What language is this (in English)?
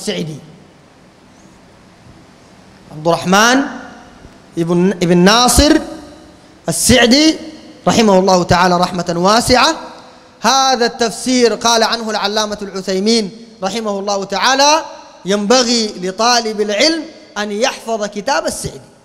Sudanese Arabic